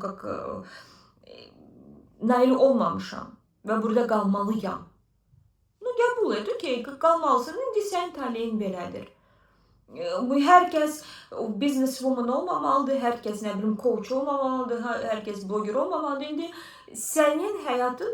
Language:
Azerbaijani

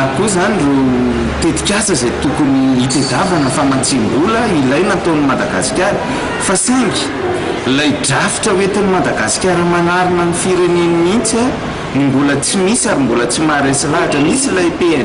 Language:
Malagasy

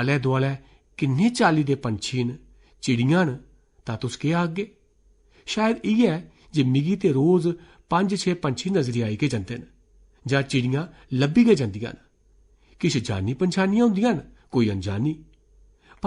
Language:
Dogri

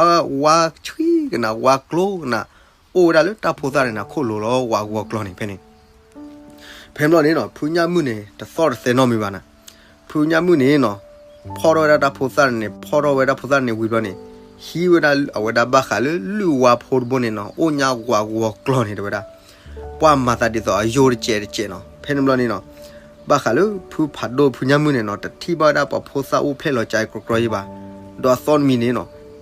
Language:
S'gaw Karen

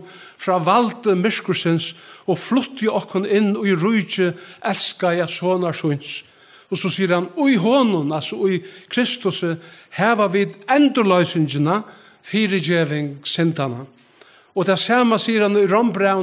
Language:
Faroese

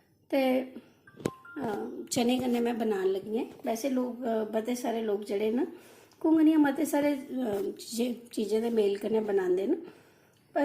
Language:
Dogri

